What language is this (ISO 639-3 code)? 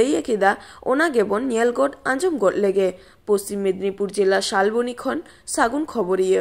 sat